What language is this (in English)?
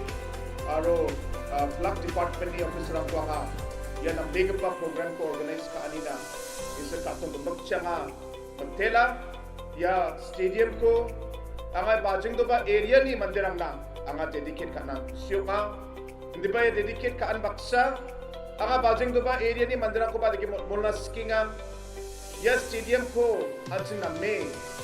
Garo